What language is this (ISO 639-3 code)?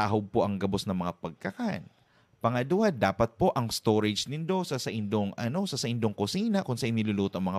bik